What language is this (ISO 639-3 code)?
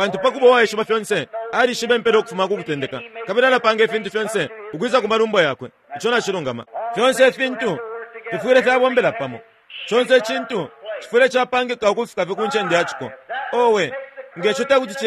bem